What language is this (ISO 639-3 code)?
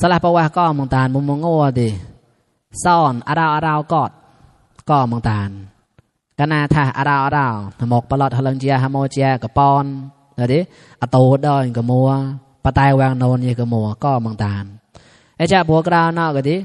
mnw